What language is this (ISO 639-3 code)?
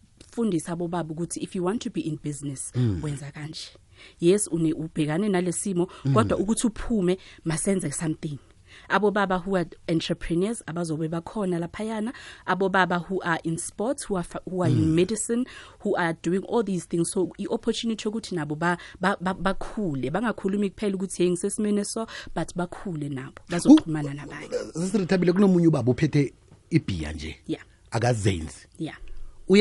nbl